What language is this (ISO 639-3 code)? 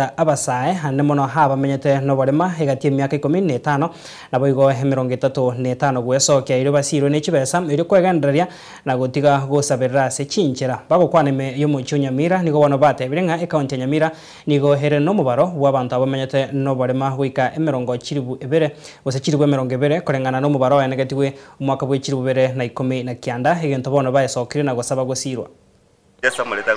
guz